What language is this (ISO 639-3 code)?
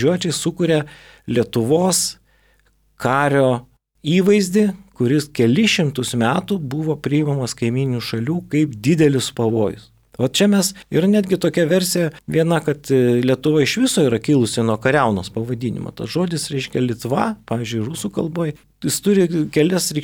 lit